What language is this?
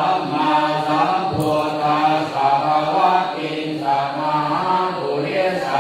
Pali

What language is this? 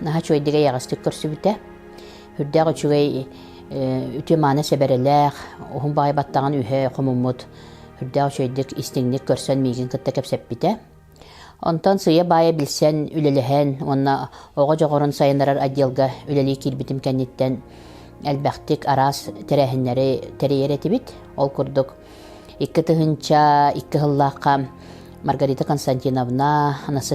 Yakut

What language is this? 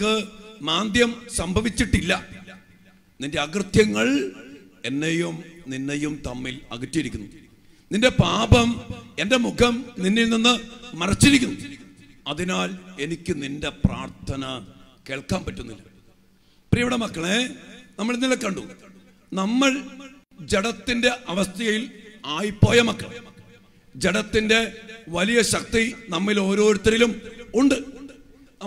Malayalam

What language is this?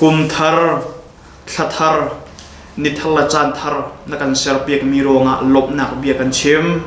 Hakha Chin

